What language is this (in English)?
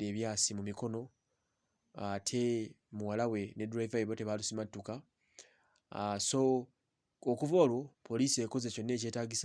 Ganda